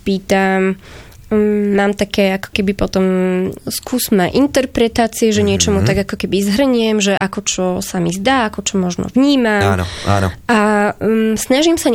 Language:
Slovak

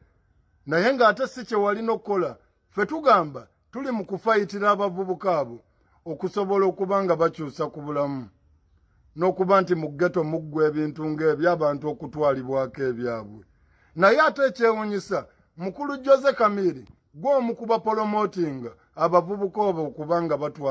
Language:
Ganda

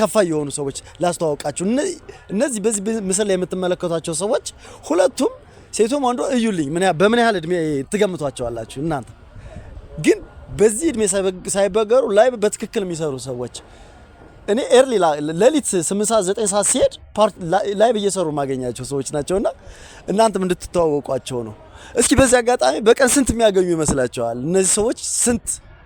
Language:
Amharic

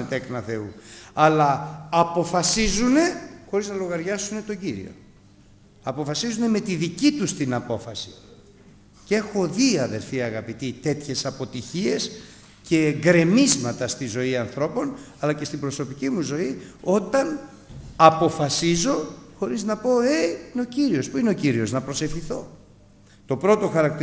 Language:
Greek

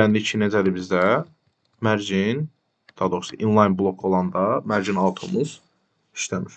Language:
Azerbaijani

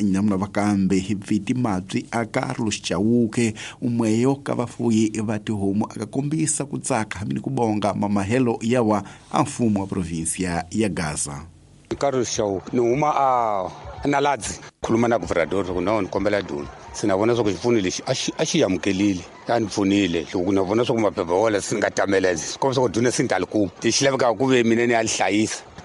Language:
Tsonga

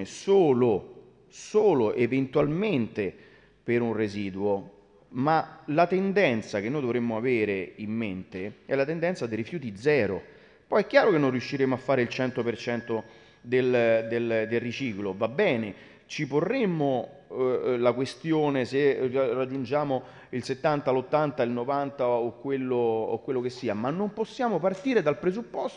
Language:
Italian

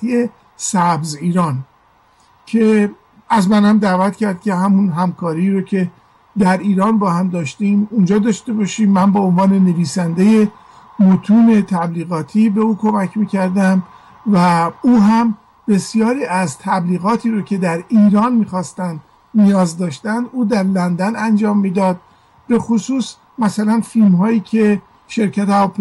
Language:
Persian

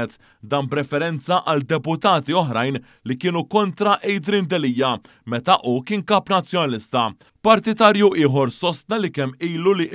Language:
Maltese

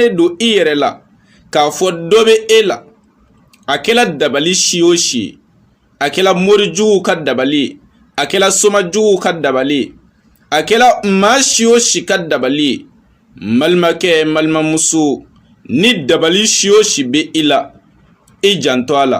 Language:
Bambara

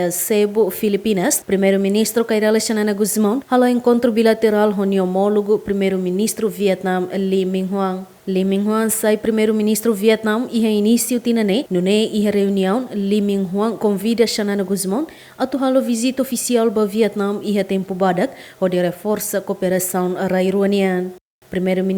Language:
Tetum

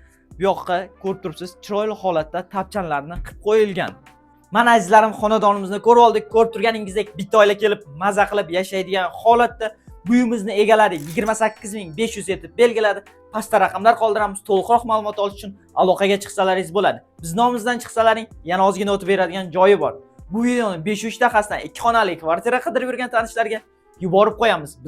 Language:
Uzbek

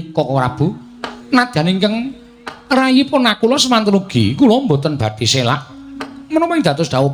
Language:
Javanese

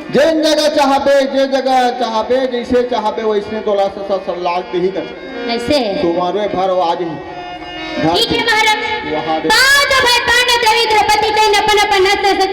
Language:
Chhattisgarhi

